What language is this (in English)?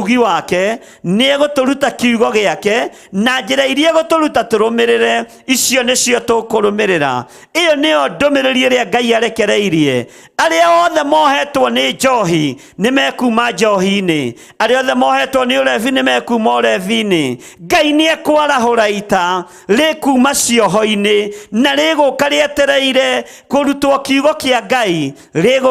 Kikuyu